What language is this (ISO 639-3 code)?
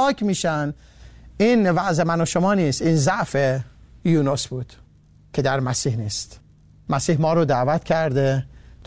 fas